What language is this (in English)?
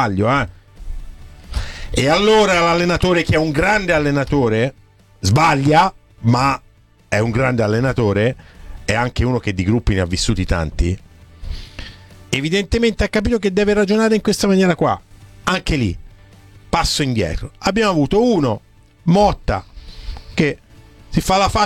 Italian